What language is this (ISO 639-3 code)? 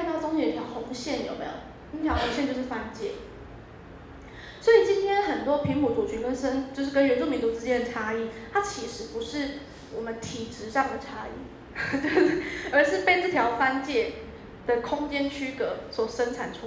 zho